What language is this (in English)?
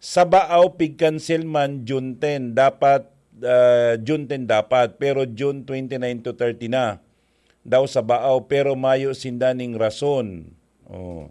Bikol